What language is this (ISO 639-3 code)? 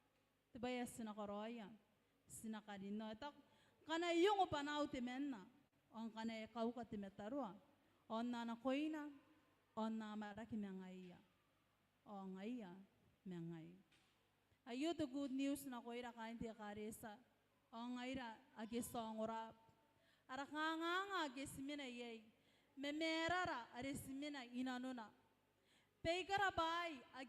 gil